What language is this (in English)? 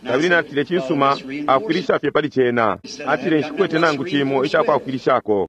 Bemba